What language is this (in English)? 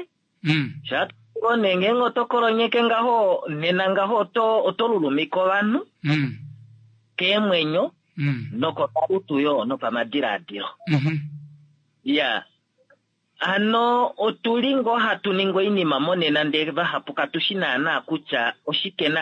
Kuanyama